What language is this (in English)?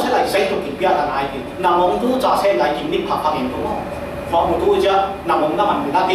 Falam Chin